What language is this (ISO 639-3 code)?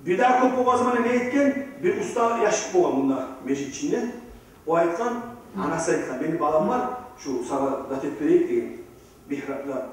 kum